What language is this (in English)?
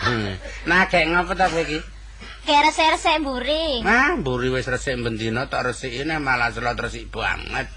Javanese